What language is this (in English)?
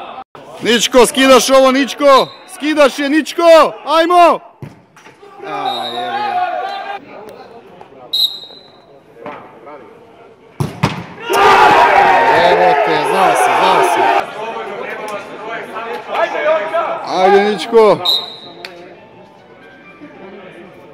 Serbian